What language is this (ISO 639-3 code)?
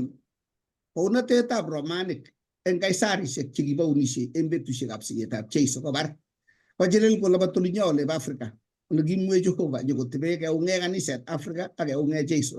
kln